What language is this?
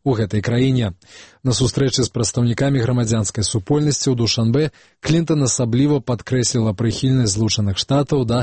Belarusian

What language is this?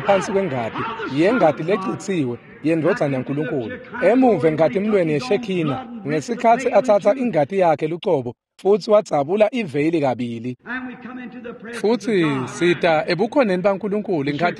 Swati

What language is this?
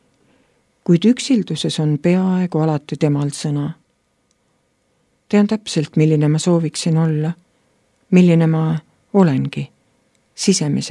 Estonian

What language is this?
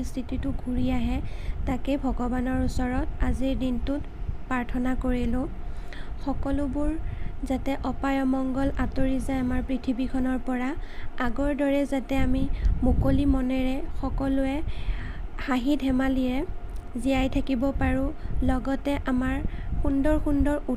Assamese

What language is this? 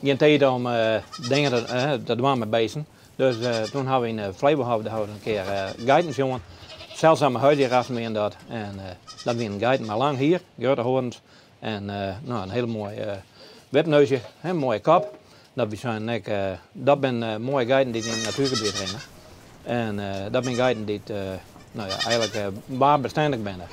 Western Frisian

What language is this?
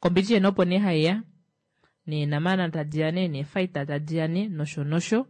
Kuanyama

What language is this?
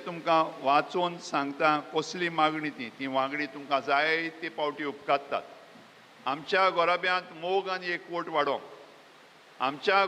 Konkani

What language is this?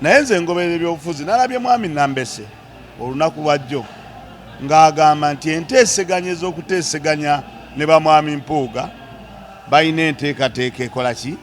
Ganda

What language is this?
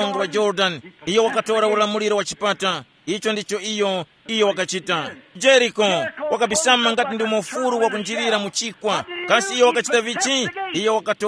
Tumbuka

